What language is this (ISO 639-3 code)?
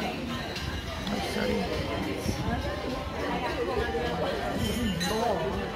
msa